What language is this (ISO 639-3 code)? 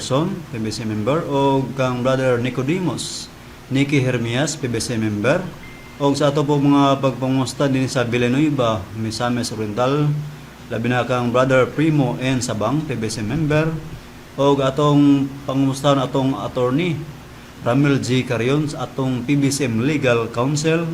ceb